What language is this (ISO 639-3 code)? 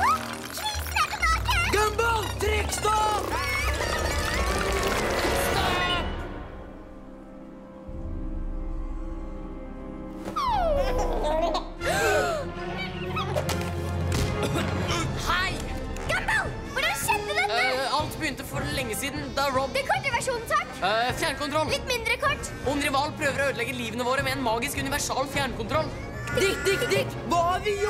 nor